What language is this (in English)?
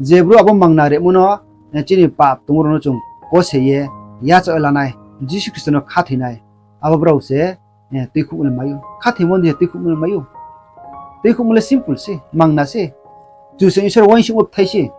Riang (India)